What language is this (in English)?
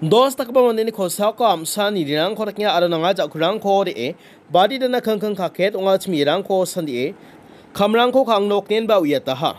Garo